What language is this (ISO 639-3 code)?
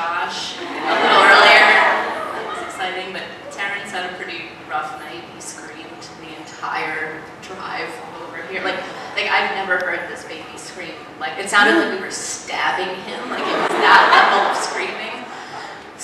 eng